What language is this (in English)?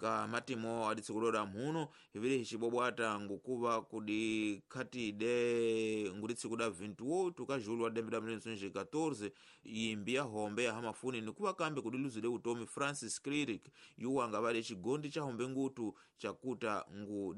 Tsonga